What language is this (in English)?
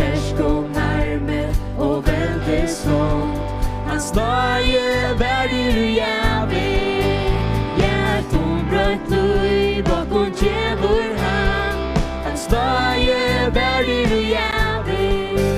Faroese